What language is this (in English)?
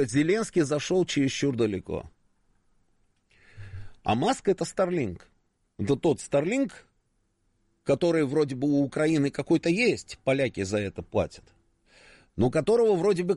Russian